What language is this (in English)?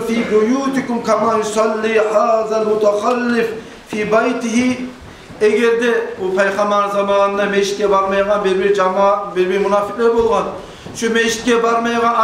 Kumyk